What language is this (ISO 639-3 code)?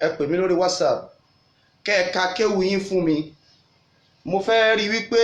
yor